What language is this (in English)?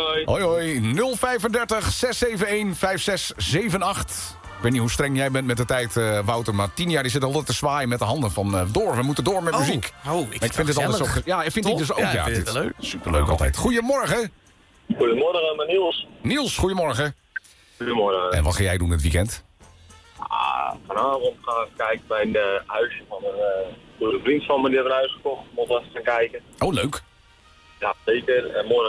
Dutch